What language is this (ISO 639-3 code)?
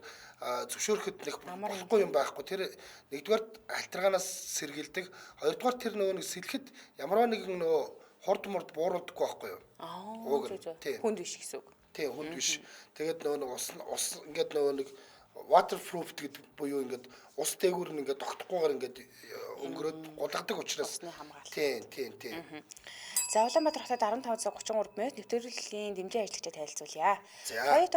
mon